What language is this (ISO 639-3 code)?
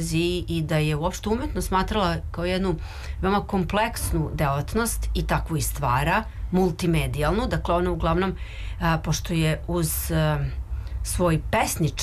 srp